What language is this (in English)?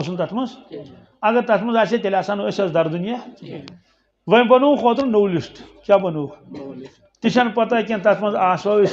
Kashmiri